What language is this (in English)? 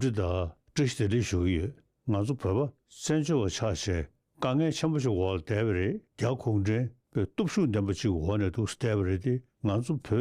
Tibetan